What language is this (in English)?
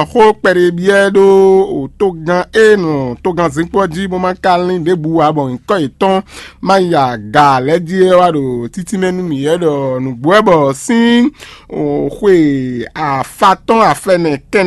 Fon